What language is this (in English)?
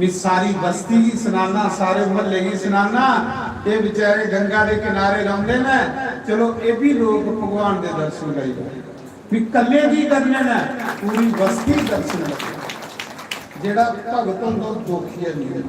Dogri